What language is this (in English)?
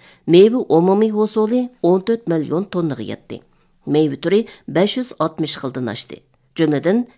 Uyghur